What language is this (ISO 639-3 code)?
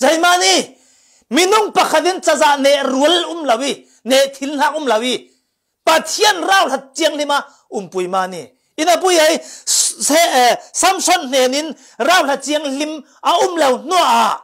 cfm